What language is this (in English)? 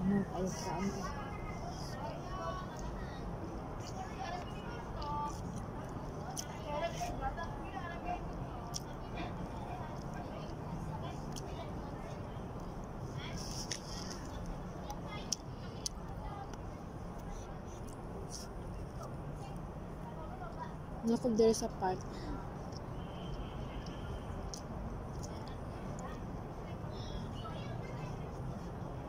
Cebuano